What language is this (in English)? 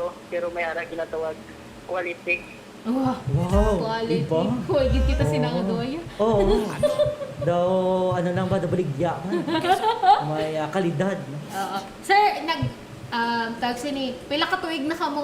Hiligaynon